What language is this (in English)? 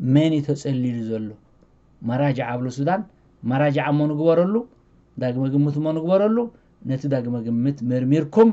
Tigrinya